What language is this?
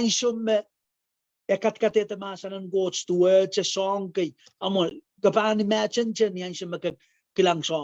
Pohnpeian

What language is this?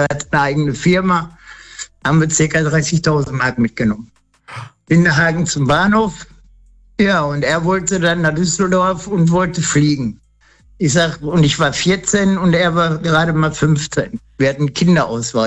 German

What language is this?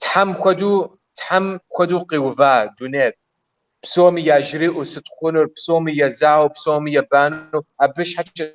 Kabardian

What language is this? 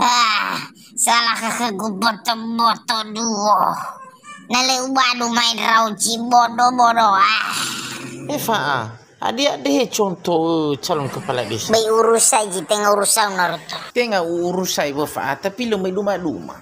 Nias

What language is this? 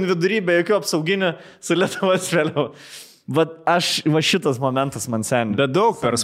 Lithuanian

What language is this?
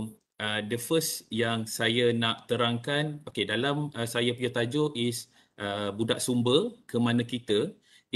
Malay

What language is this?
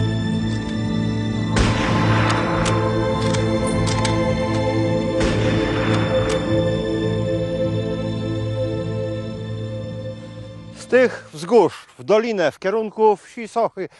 Polish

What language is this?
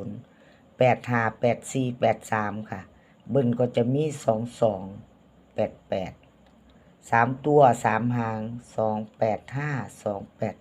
Lao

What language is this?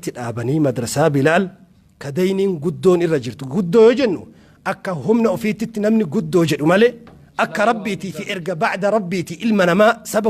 Oromo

